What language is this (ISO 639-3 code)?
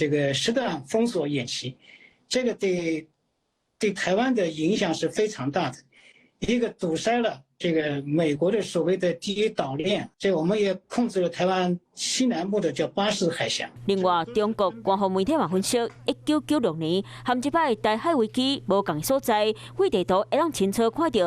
nan